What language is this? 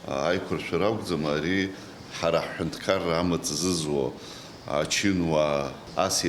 Abkhazian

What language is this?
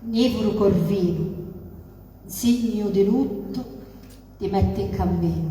Sicilian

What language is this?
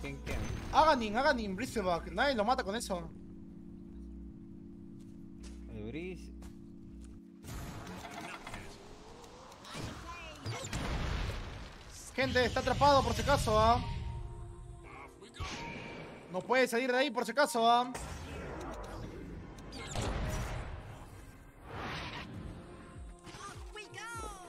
Spanish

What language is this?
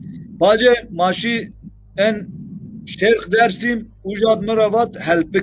Zaza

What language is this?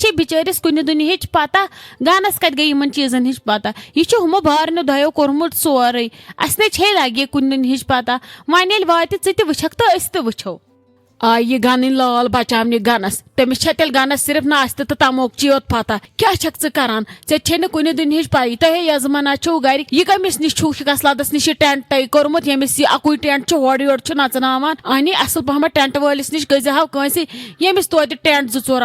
Kashmiri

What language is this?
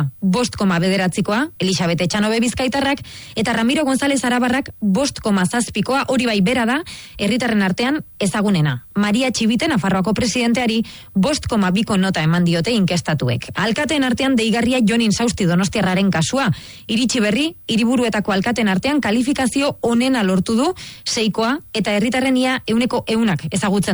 Basque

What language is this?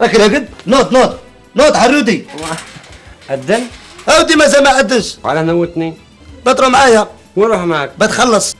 Algerian Arabic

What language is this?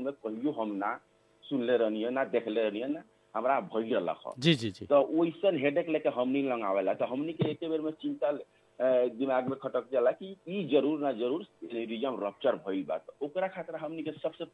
Bhojpuri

